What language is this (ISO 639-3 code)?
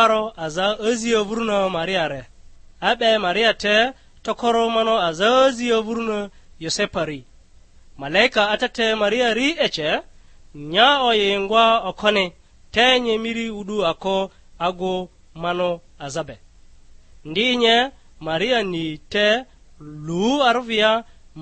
lgg